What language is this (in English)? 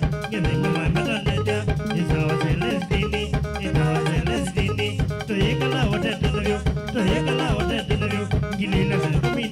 Kamba